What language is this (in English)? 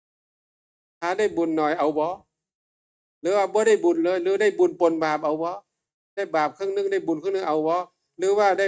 Northeastern Thai